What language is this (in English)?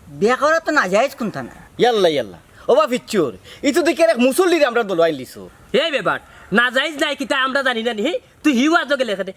Sylheti